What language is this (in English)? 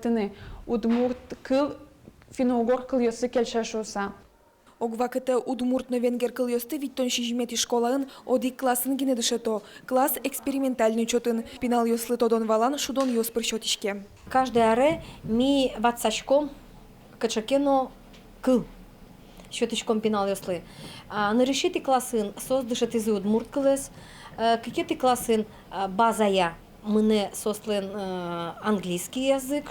Udmurt